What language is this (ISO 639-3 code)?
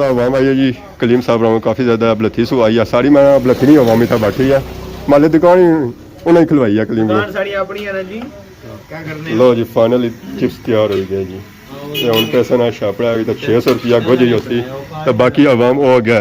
phr